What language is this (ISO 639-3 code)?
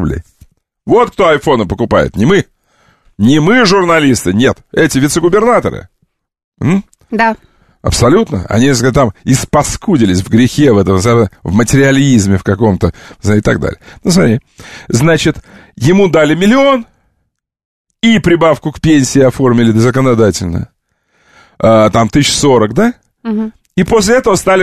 rus